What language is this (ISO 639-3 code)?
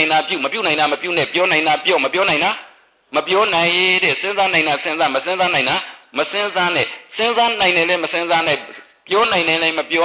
mya